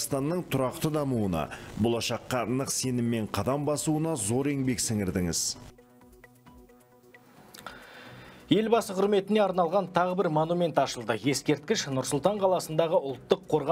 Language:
Kazakh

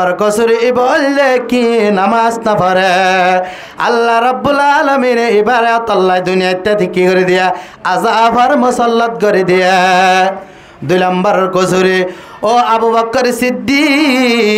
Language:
Rohingya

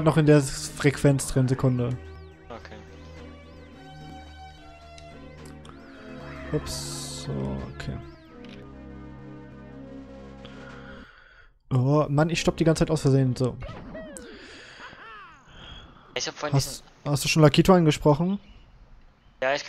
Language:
German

